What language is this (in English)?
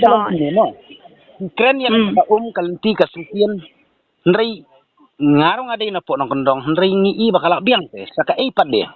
Khasi